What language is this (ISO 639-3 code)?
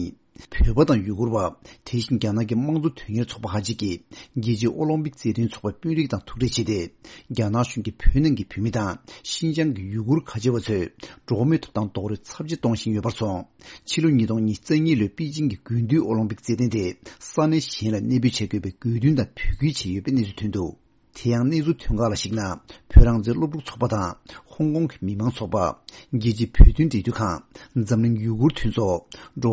bod